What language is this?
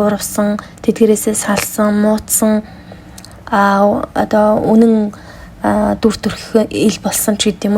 Mongolian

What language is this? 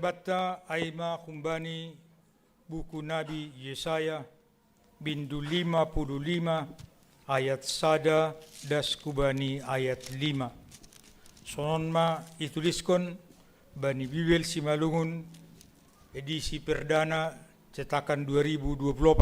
Batak Simalungun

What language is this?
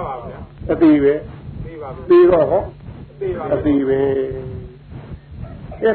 Burmese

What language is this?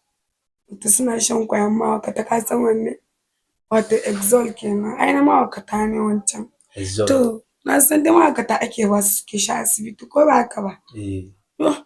Hausa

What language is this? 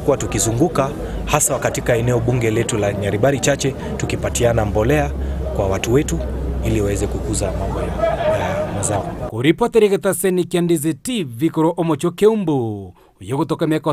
Gusii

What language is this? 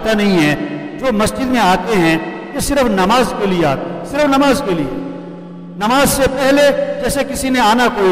Urdu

